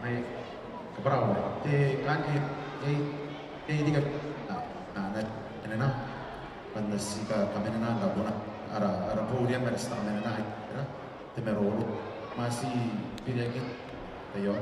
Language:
Gilbertese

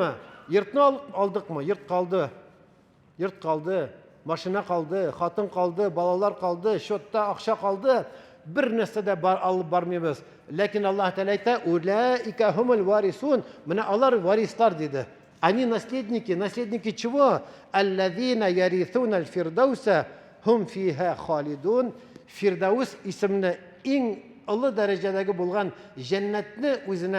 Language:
Tatar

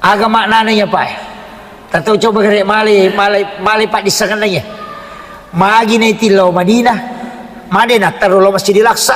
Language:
Buginese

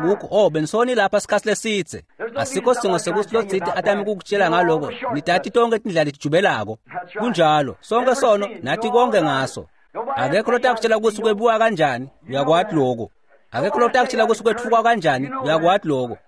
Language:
Swati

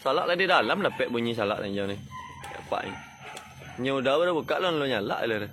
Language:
Minangkabau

